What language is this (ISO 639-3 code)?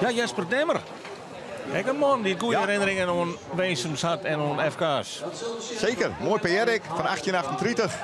fry